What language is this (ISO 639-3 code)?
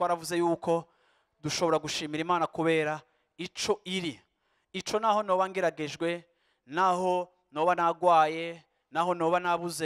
run